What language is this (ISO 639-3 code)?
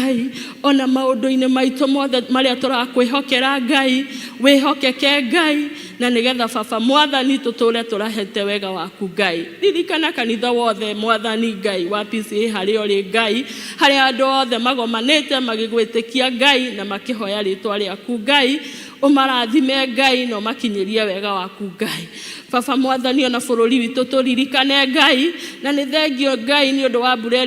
kik